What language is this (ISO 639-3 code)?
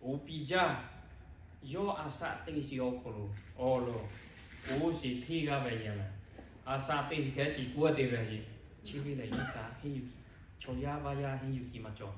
lhu